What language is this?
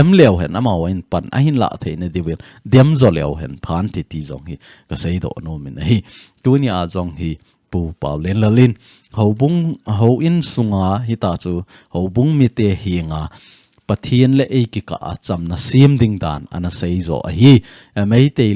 Thado Chin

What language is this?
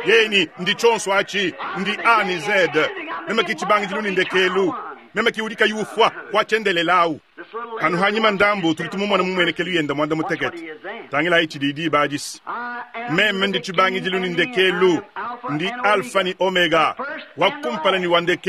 Luba-Lulua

